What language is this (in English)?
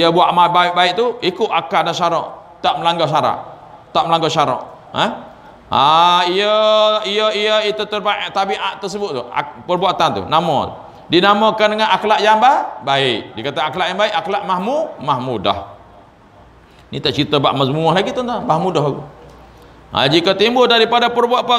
Malay